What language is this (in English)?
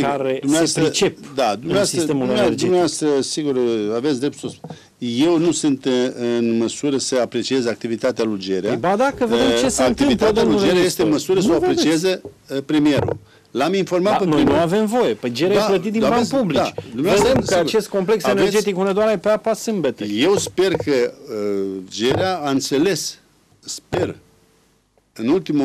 Romanian